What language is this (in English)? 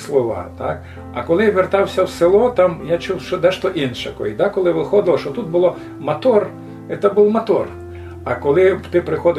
Rusyn